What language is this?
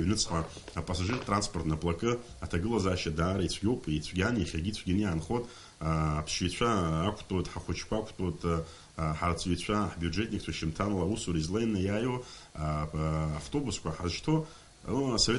Abkhazian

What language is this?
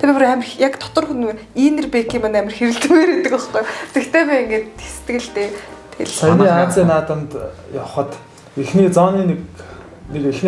Mongolian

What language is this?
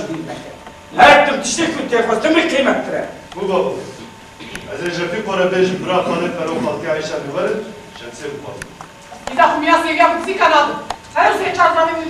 Kurdish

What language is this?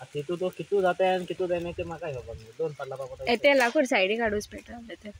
Konkani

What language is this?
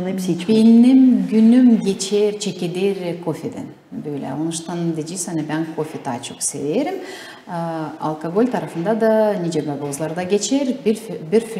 Gagauz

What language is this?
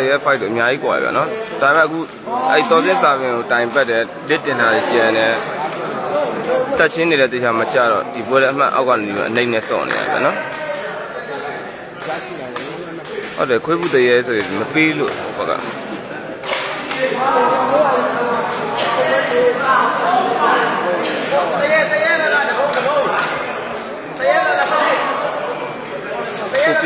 Burmese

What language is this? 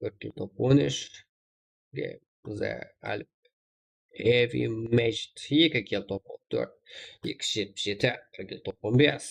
Kara-Kalpak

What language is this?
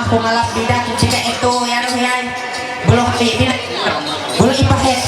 Ma'anyan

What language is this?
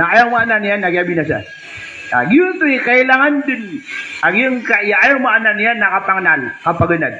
Maranao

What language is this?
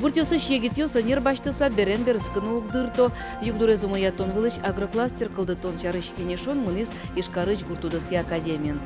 Udmurt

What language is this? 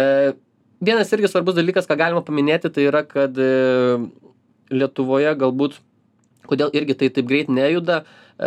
Lithuanian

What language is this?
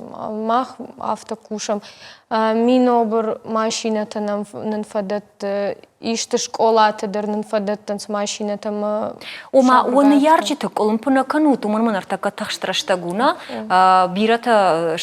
Ossetic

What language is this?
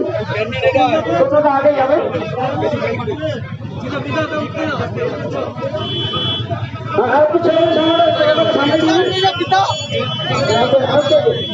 Bangla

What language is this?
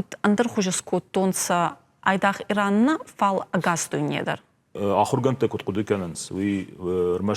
Ossetic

